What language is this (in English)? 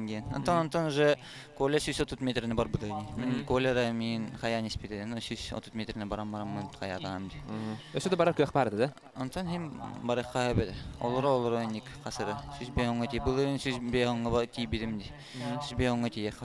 Yakut